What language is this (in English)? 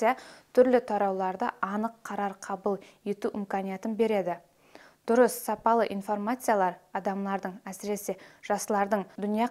Kara-Kalpak